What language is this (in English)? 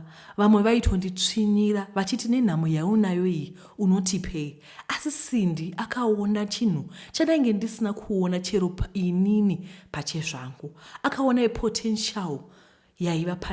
Shona